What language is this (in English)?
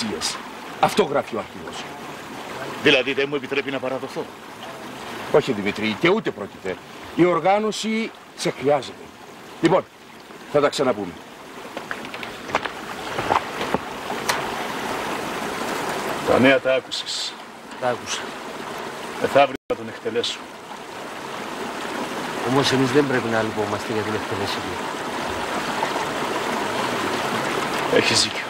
Greek